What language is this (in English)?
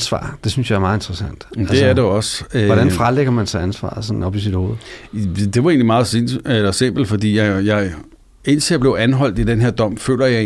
Danish